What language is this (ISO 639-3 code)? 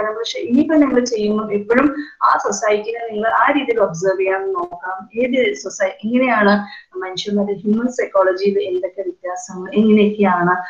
mal